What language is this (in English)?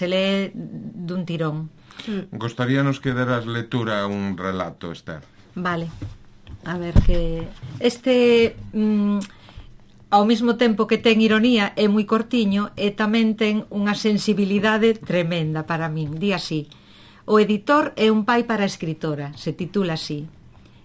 Galician